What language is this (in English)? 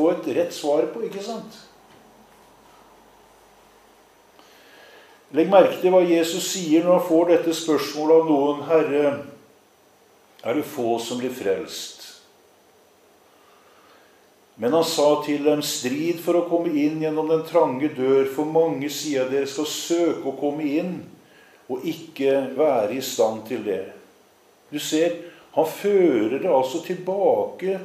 Norwegian